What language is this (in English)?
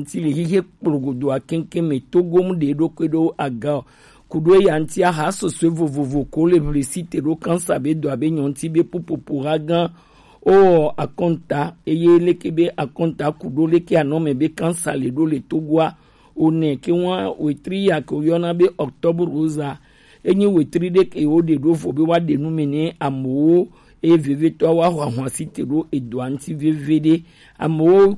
Gen